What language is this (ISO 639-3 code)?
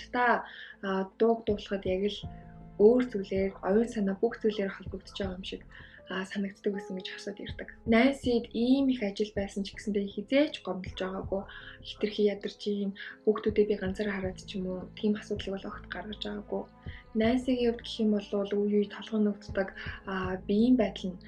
mon